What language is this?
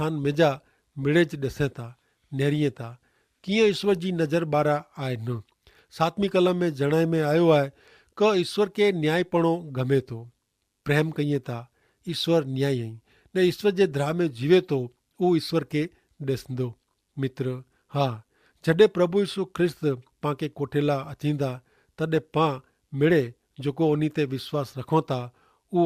Kachhi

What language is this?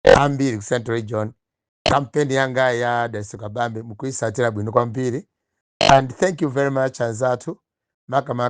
Nyanja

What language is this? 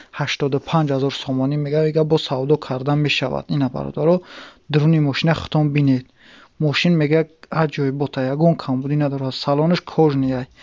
Tajik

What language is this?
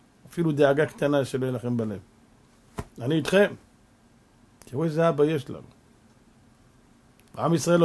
Hebrew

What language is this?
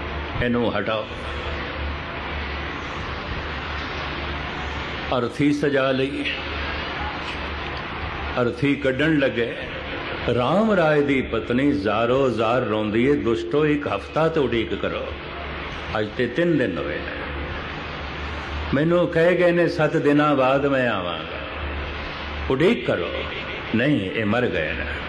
Punjabi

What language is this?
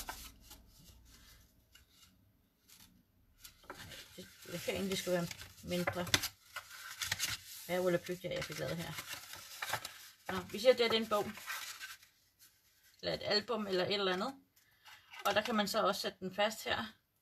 Danish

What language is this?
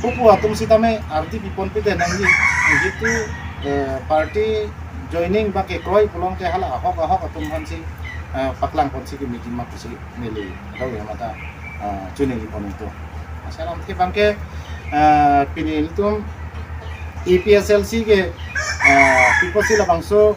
Karbi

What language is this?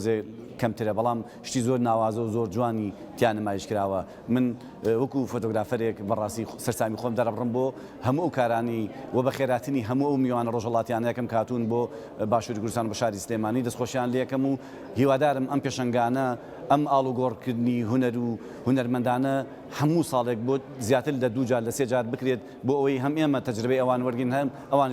Central Kurdish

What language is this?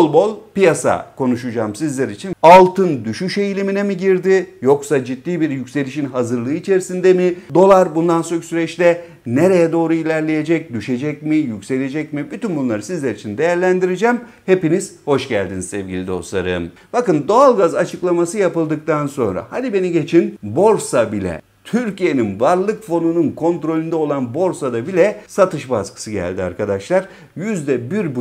Turkish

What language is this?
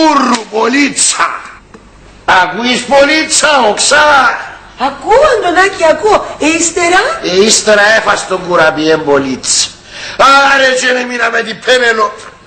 Greek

